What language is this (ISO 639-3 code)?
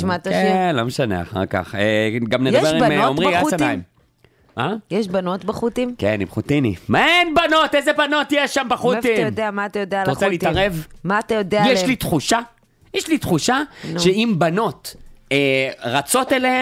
heb